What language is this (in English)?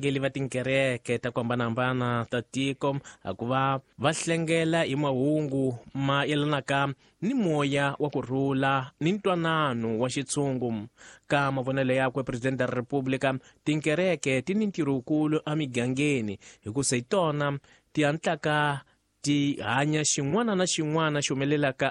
Tsonga